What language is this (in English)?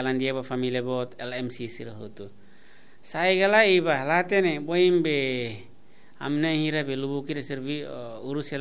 Tetum